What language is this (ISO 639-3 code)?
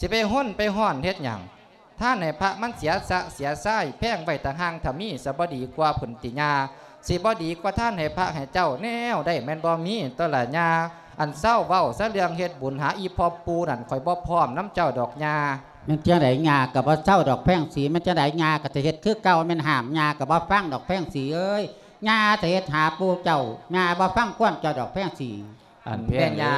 lao